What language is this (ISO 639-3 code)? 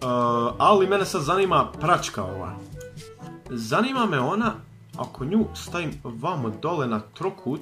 hrv